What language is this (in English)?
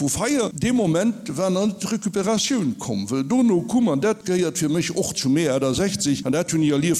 Luxembourgish